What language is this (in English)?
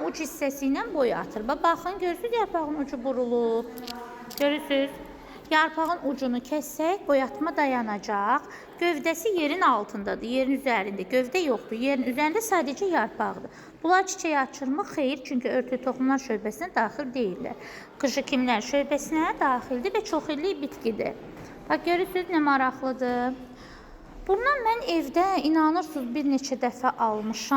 Azerbaijani